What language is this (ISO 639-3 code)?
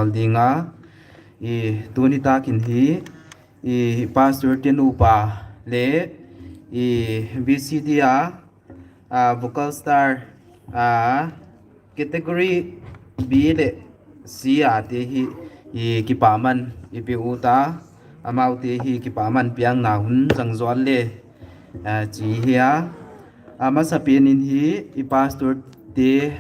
pck